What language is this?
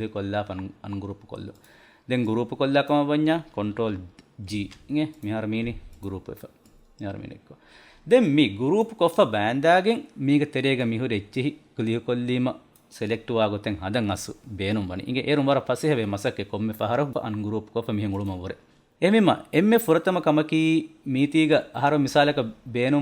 Divehi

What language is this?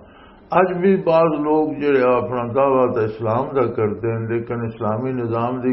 Western Panjabi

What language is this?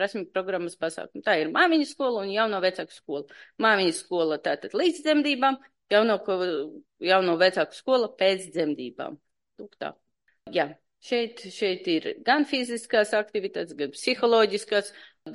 Latvian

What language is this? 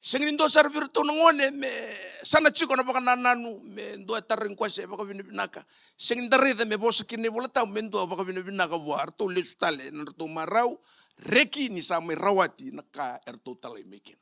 Fijian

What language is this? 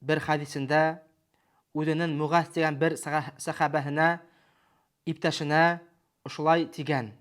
Bashkir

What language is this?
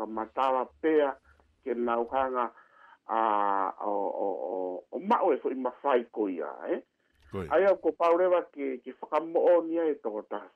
Tongan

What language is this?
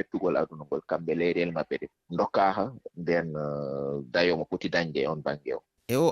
Fula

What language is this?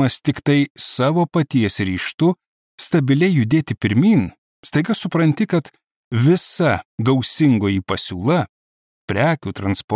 Lithuanian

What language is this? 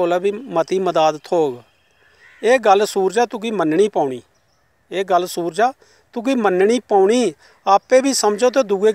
Dogri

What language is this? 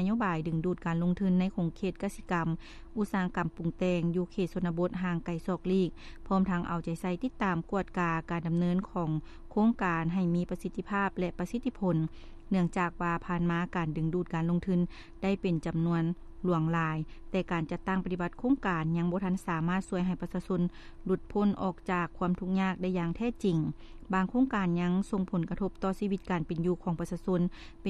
Lao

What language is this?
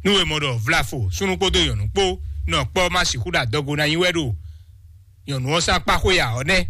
Fon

